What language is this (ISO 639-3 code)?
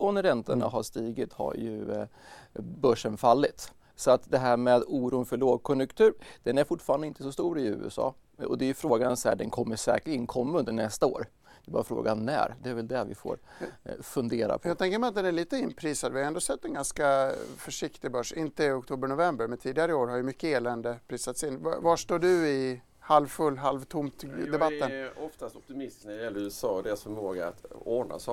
swe